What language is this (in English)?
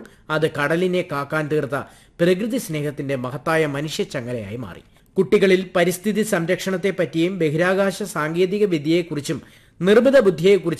Malayalam